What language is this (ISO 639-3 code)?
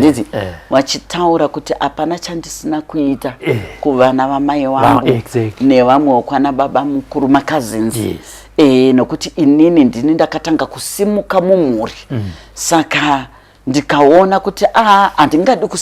sna